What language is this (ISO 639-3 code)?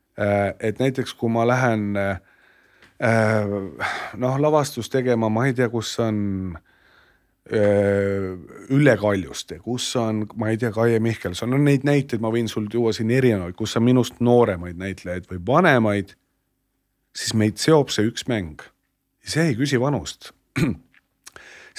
est